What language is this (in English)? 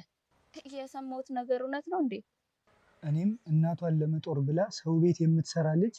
Amharic